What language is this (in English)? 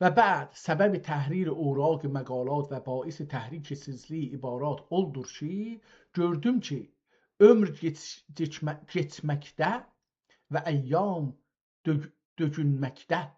South Azerbaijani